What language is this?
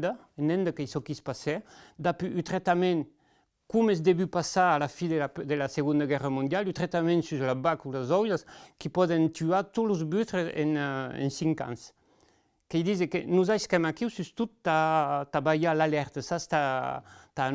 Occitan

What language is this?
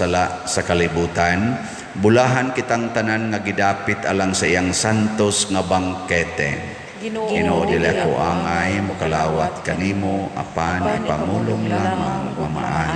Cebuano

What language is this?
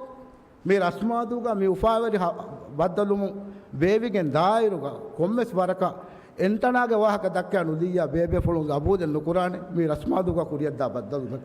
Divehi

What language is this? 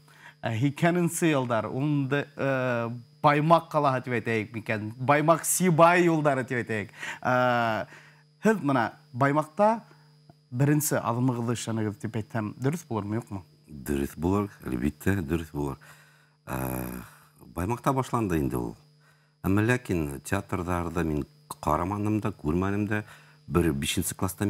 Bashkir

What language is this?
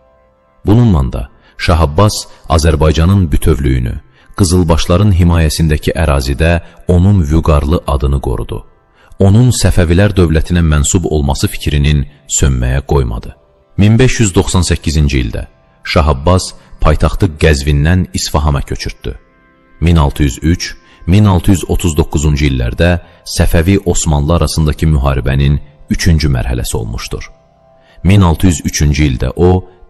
Azerbaijani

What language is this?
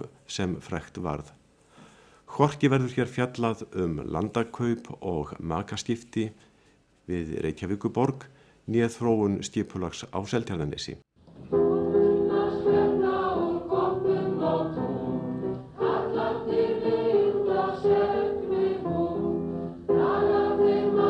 Icelandic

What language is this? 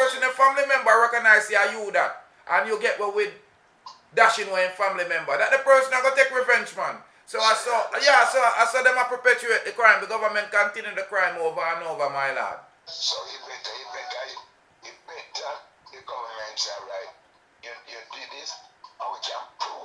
Jamaican Creole English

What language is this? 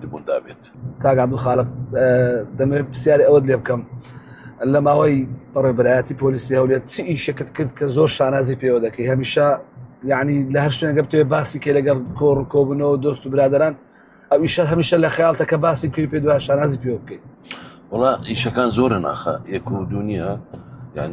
Central Kurdish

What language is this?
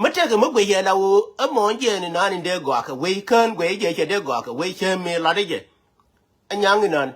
Nuer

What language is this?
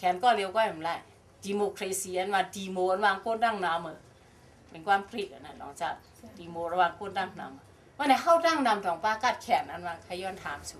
Shan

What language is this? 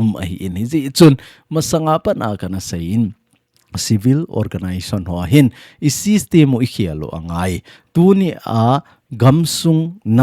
Thado Chin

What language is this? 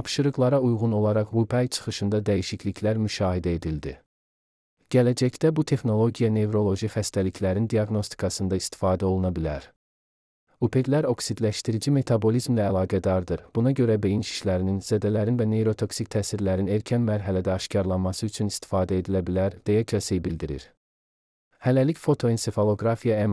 Azerbaijani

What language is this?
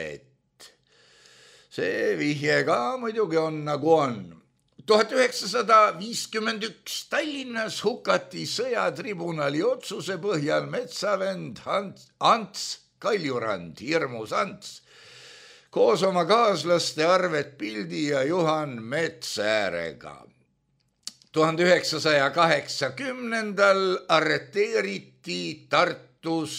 Estonian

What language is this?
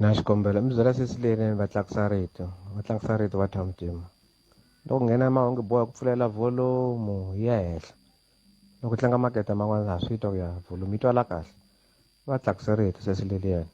Tsonga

